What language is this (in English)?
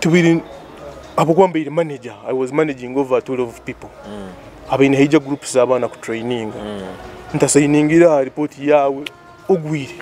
Nyoro